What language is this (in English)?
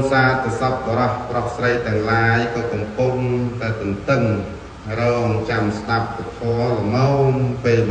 Khmer